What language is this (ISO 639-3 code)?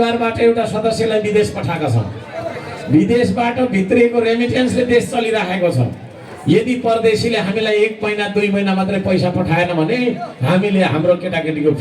nep